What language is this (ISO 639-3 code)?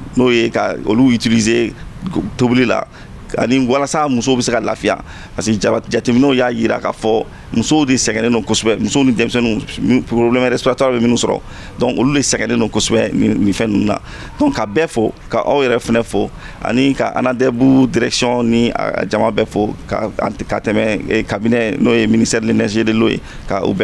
bam